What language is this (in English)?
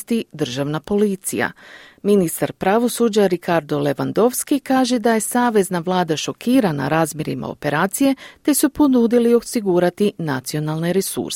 Croatian